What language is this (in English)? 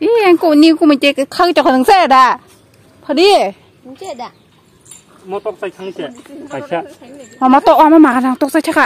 Kok Borok